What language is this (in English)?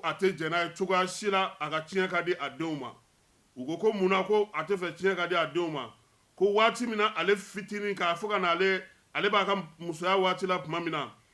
Bambara